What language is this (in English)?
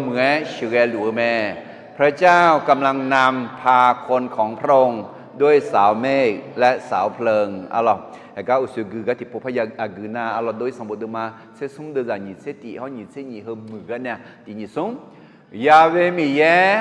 Akha